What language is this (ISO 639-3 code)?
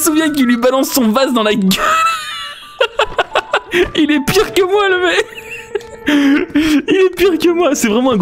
fra